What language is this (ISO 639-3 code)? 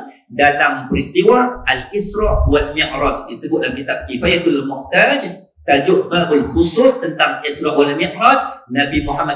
msa